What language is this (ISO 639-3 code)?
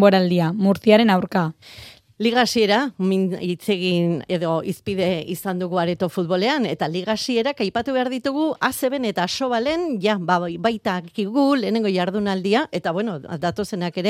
eus